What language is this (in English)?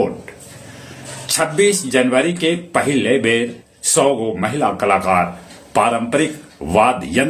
Magahi